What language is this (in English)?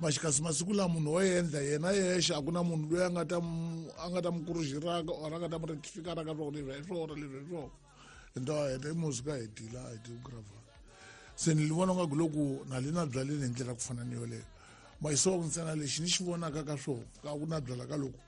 Tsonga